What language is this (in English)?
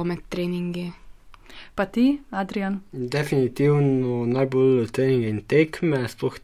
Slovenian